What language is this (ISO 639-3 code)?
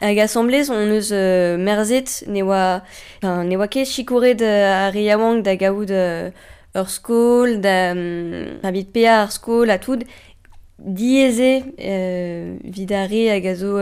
bre